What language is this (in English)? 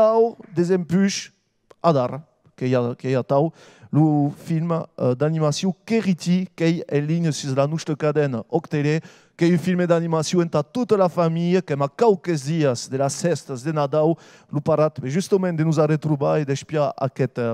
Occitan